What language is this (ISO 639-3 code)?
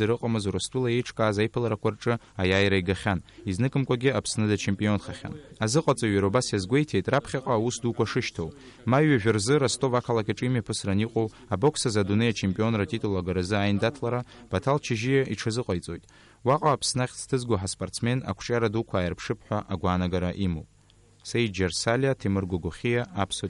abk